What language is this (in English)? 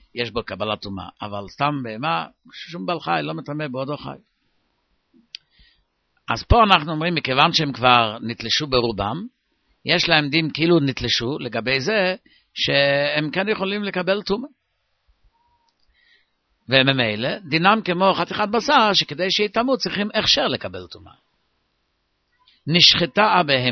Hebrew